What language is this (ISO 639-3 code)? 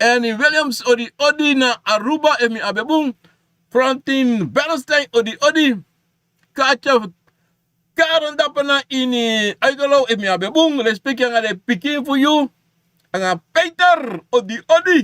srn